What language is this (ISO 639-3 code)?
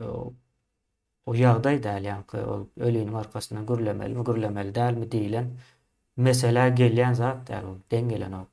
tuk